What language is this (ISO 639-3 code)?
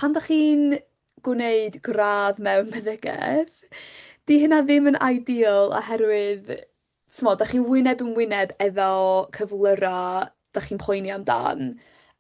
cym